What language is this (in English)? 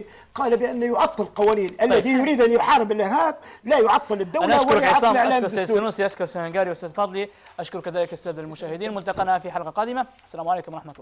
Arabic